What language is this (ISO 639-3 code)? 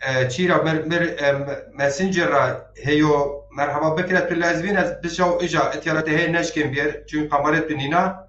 zza